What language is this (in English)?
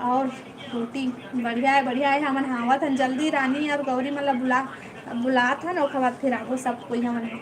Chhattisgarhi